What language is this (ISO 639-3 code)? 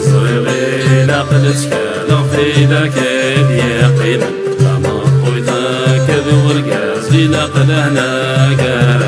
kab